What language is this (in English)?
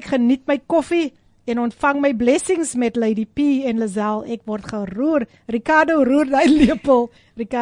Afrikaans